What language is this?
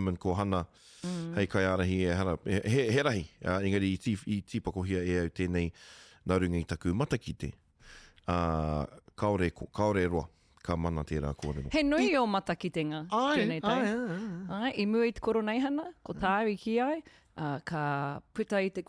Māori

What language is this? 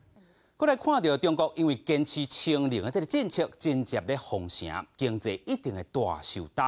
Min Nan Chinese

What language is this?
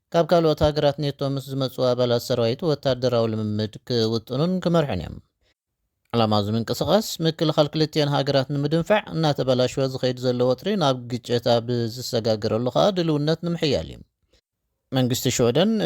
Tigrinya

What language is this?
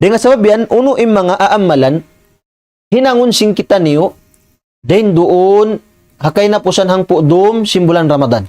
Tausug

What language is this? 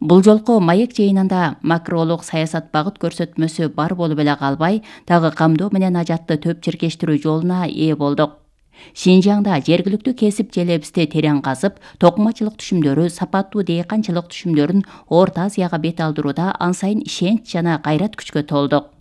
Kyrgyz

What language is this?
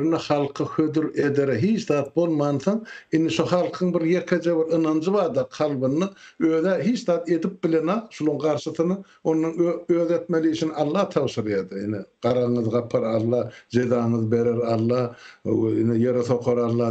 Turkmen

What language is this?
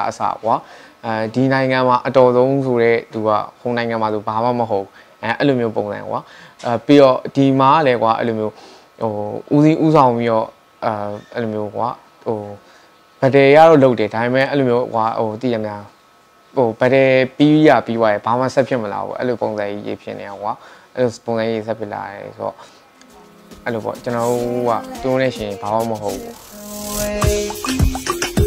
Burmese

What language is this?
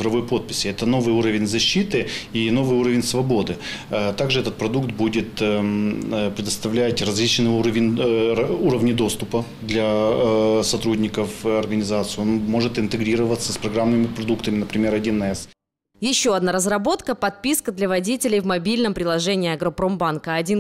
Russian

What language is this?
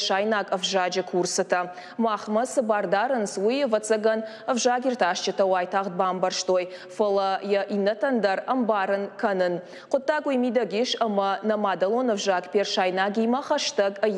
Ossetic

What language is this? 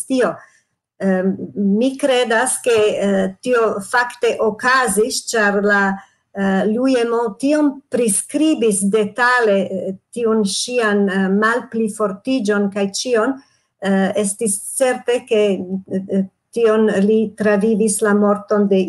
Esperanto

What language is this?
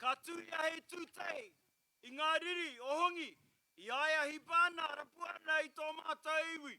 Māori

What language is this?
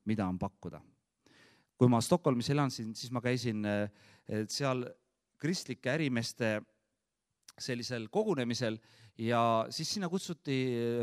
Estonian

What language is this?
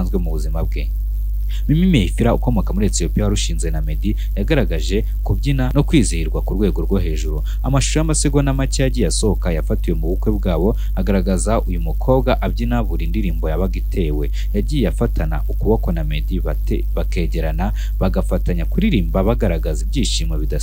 Kinyarwanda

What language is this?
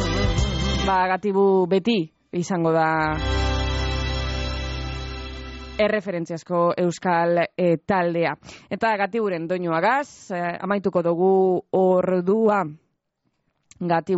Basque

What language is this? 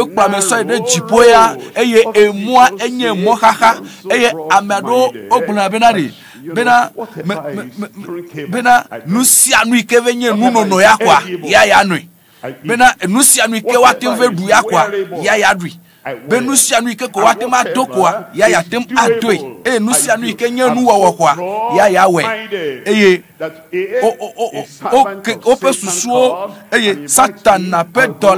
Ewe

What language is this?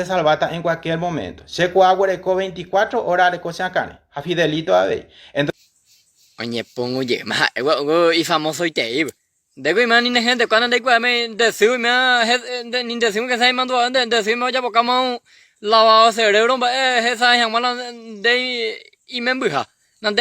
Guarani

